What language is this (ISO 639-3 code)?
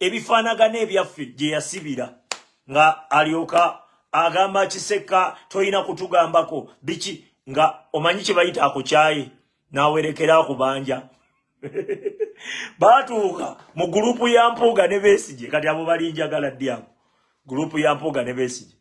lug